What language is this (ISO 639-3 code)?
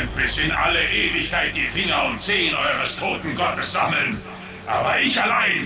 bar